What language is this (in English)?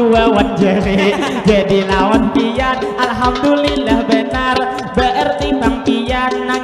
Banjar